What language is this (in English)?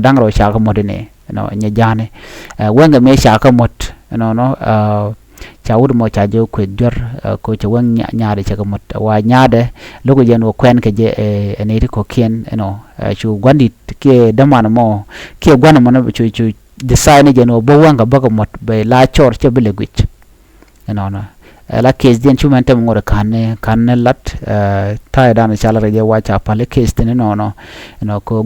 Nuer